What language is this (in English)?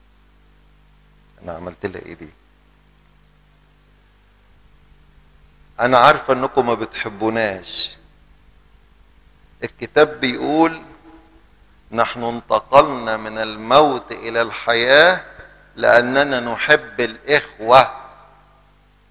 Egyptian Arabic